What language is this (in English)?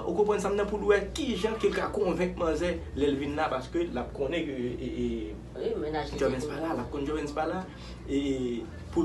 Haitian Creole